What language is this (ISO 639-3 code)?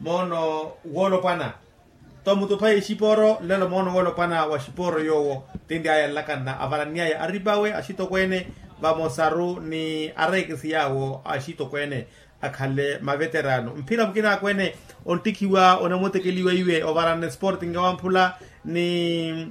vmw